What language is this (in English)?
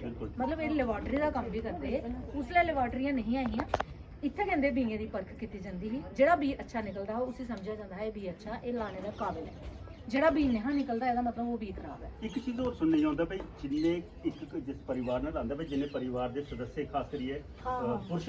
Dogri